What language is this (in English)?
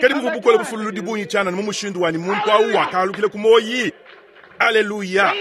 Luba-Lulua